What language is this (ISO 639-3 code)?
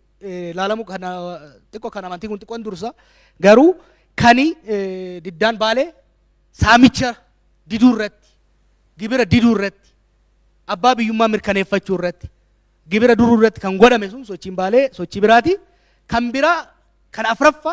orm